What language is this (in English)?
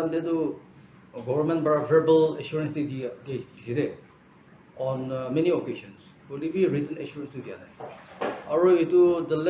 Naga Pidgin